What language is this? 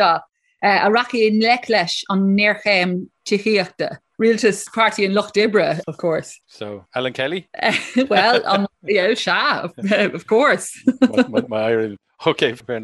Irish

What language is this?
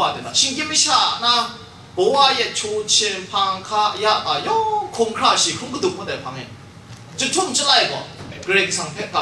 Kachin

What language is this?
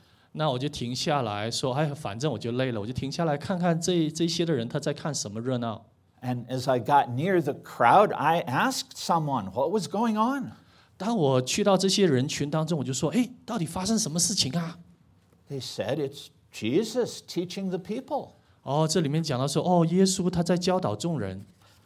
Chinese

